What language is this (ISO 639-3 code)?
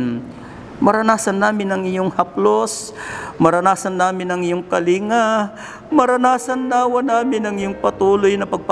fil